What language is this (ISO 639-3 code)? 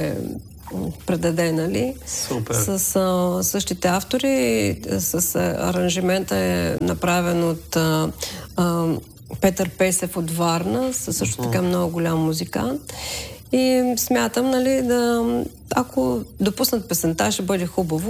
bul